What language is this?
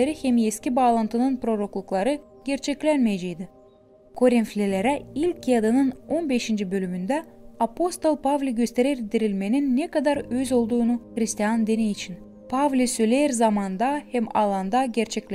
Gagauz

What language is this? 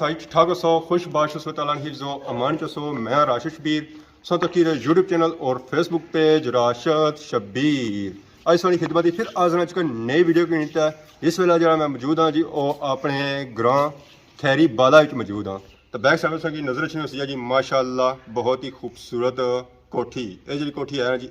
Pahari-Potwari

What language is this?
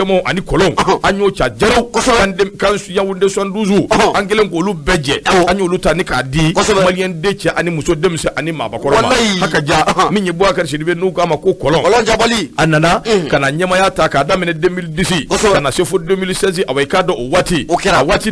Bambara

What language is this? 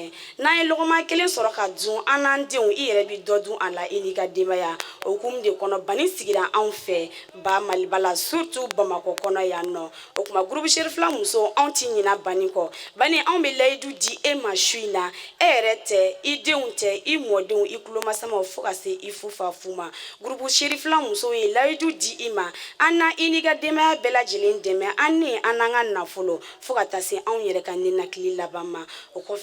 Bambara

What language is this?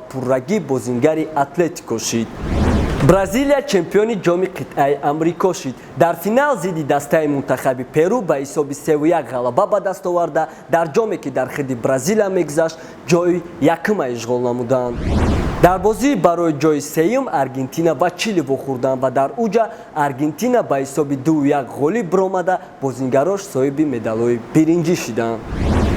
Tajik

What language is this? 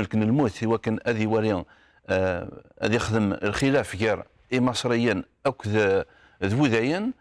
Kabyle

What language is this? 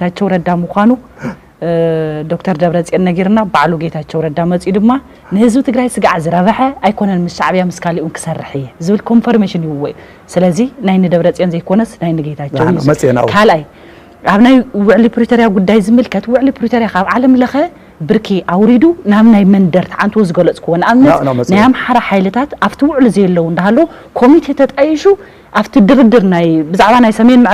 Tigrinya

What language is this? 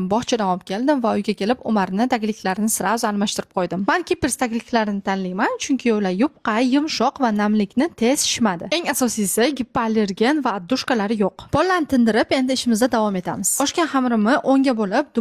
Uzbek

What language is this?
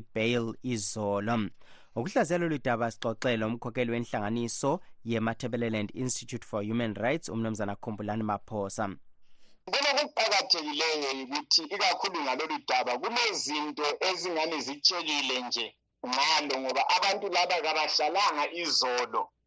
North Ndebele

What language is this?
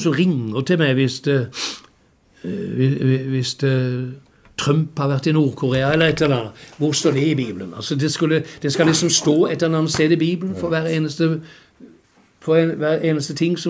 Norwegian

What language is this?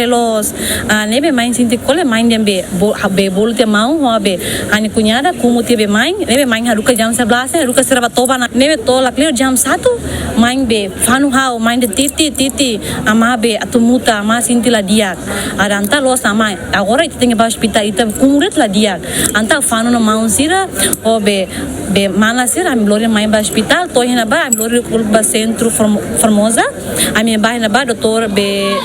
Tetum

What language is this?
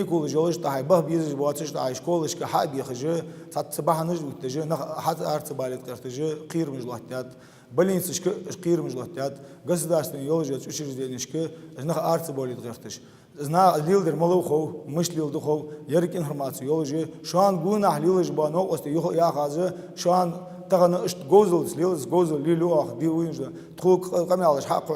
Ingush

